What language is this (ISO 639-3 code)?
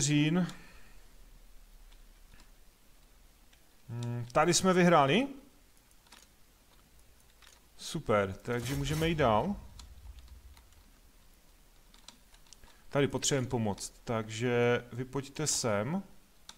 ces